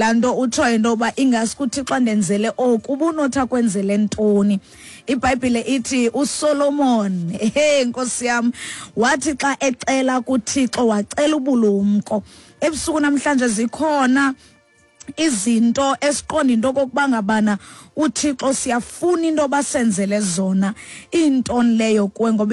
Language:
Xhosa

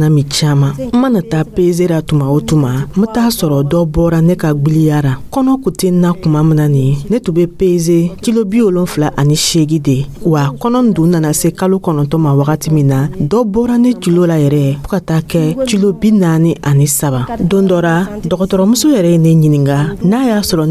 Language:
Dyula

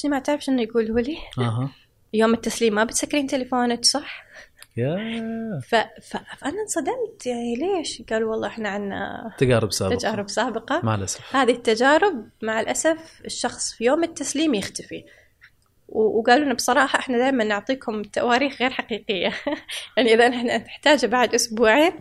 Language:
Gulf Arabic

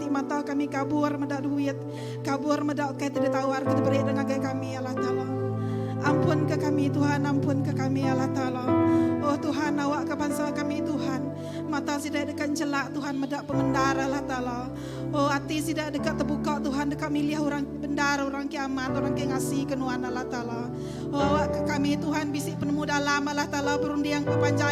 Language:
Iban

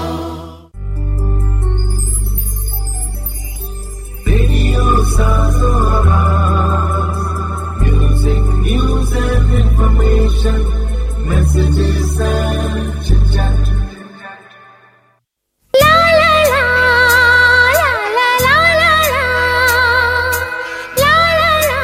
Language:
Hindi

